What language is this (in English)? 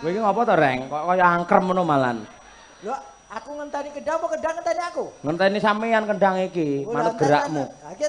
Javanese